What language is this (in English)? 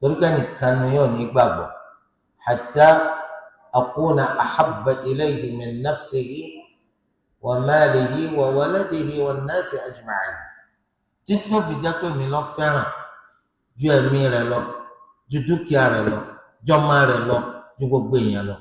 Yoruba